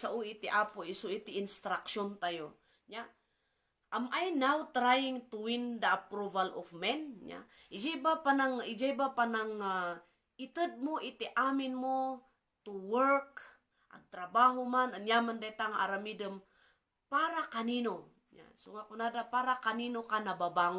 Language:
Iloko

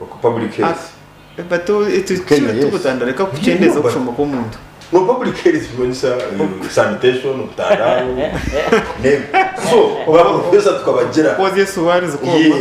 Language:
Nyankole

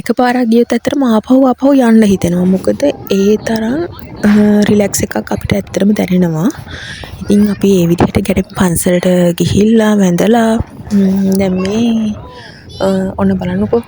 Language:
Sinhala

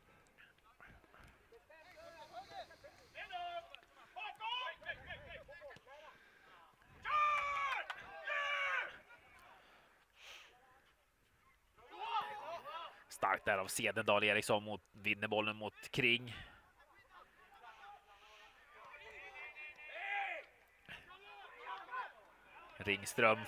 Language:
Swedish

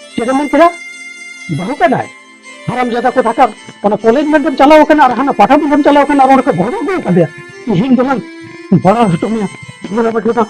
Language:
Santali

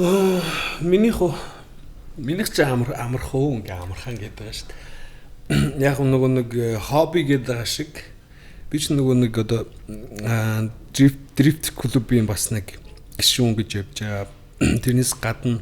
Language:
Mongolian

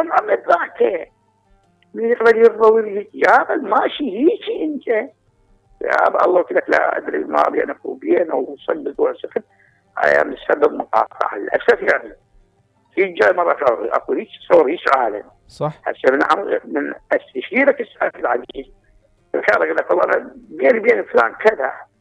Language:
Mesopotamian Arabic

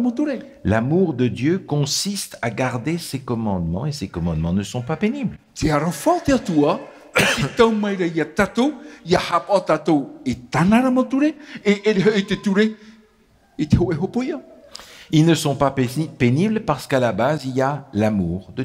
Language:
Tahitian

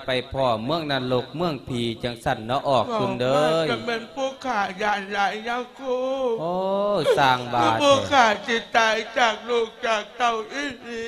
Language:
Lao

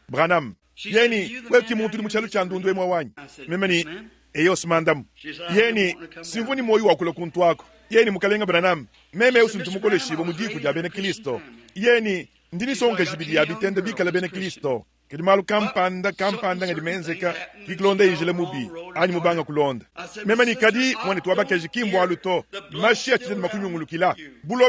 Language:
Luba-Lulua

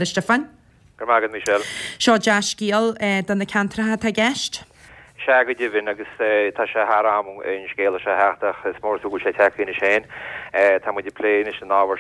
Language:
Irish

